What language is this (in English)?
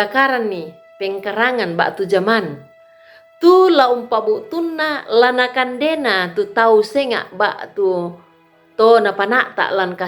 Toraja-Sa'dan